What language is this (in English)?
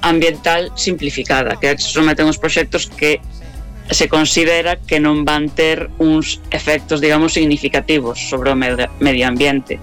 Galician